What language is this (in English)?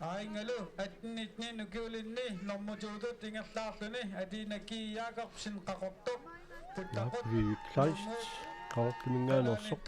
Kalaallisut